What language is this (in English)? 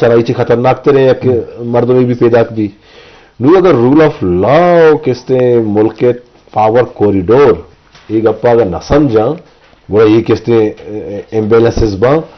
Eastern Balochi